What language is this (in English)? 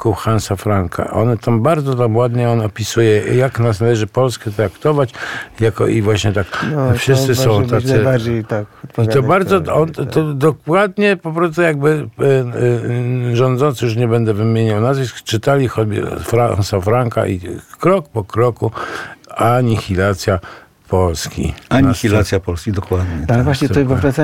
Polish